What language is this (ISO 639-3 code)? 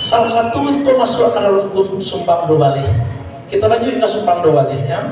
min